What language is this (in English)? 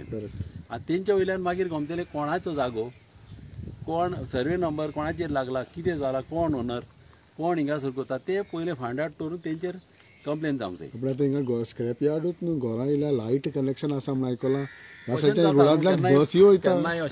Konkani